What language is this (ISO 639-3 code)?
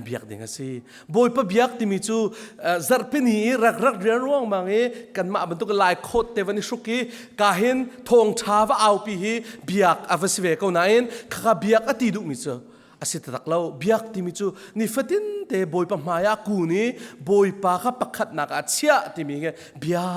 cnh